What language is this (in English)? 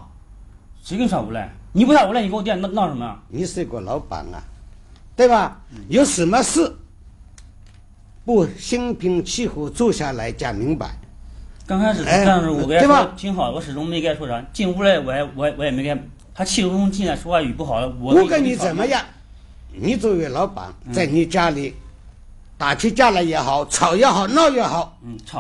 Chinese